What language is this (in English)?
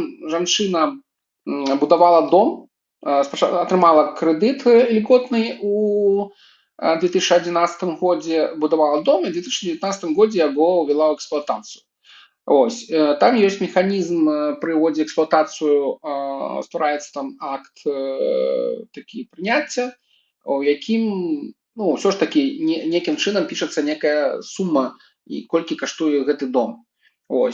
Belarusian